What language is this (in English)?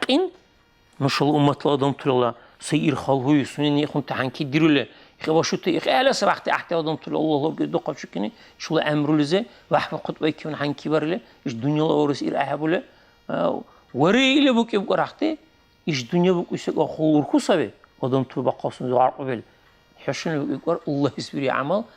Dargwa